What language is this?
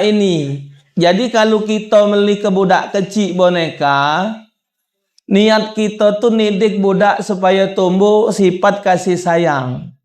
Musi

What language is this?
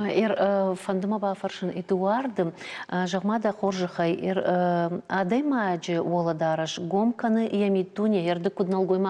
Ossetic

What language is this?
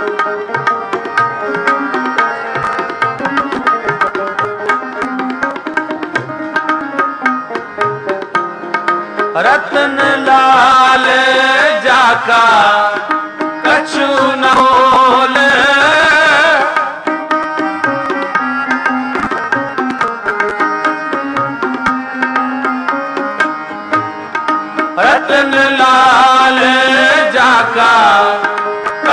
Punjabi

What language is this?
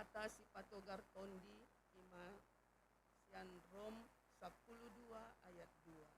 Batak Toba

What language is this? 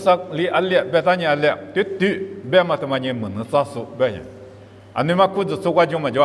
Lisu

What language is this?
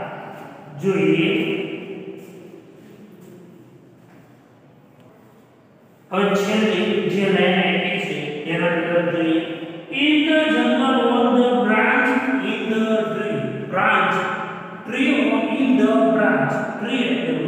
Gujarati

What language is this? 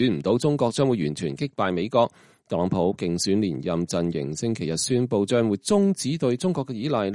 Cantonese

